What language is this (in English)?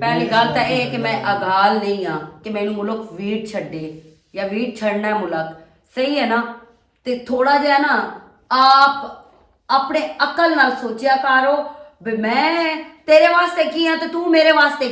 Western Panjabi